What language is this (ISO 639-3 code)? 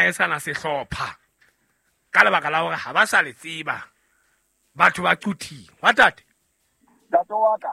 sot